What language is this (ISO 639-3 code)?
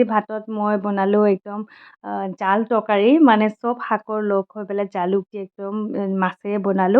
asm